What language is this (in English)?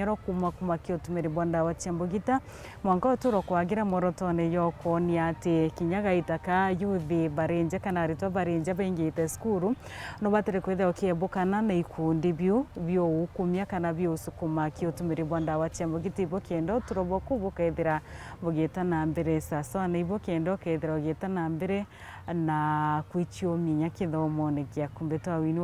Meru